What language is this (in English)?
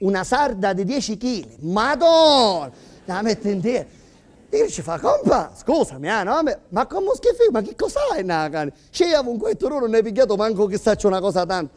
Sicilian